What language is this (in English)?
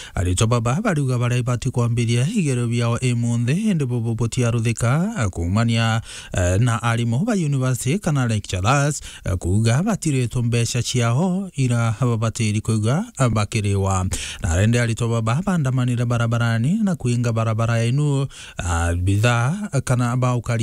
Meru